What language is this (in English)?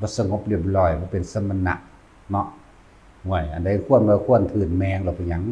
Lao